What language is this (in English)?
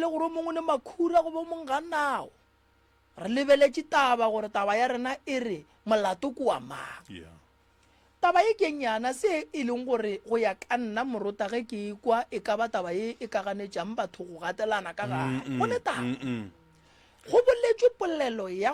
Northern Sotho